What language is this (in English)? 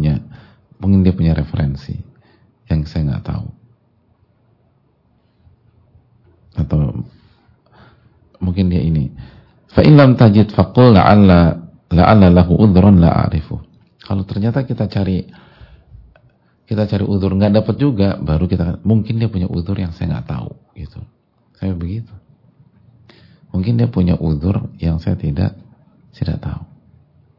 Indonesian